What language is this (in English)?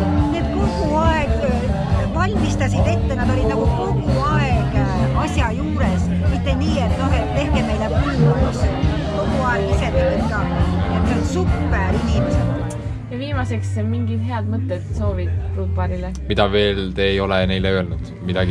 Estonian